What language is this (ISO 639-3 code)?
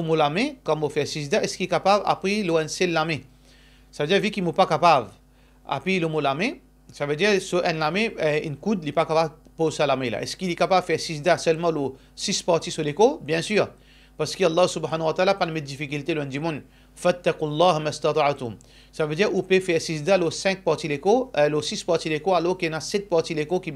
mfe